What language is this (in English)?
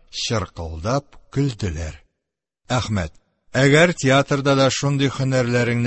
Tatar